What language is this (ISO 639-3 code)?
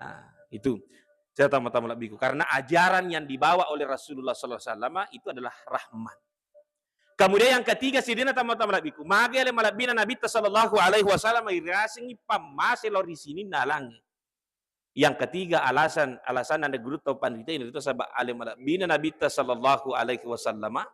bug